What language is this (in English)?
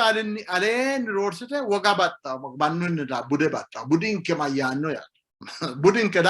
Sidamo